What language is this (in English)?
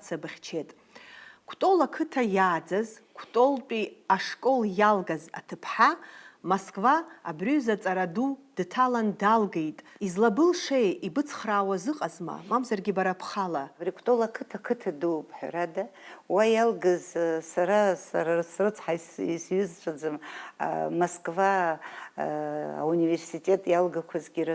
Abkhazian